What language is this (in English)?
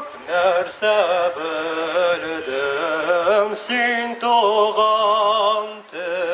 Tatar